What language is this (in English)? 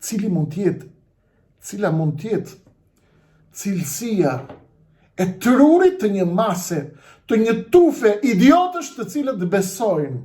Albanian